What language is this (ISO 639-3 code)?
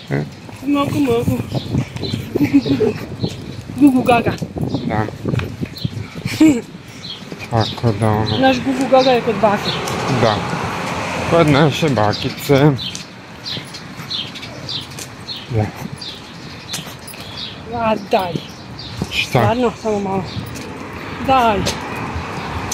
hrv